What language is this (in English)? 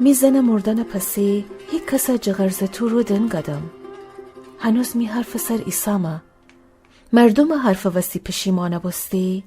Gilaki